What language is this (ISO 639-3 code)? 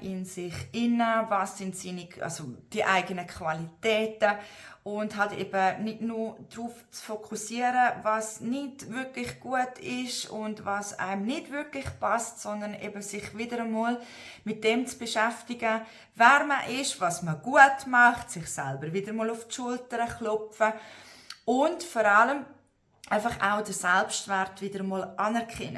gsw